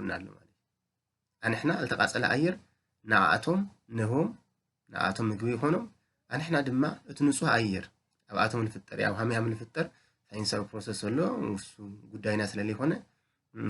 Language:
Tigrinya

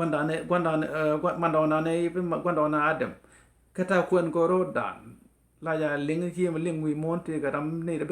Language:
Nuer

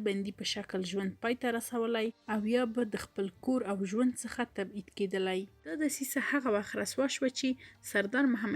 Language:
Pashto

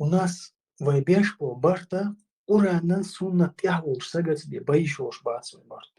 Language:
Chechen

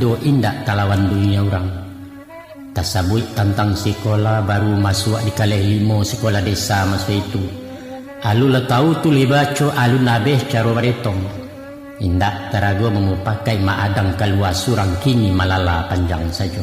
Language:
Minangkabau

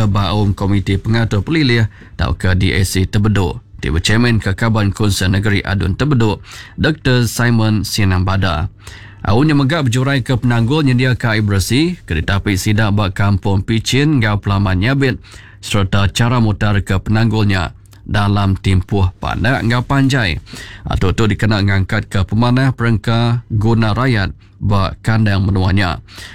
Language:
Iban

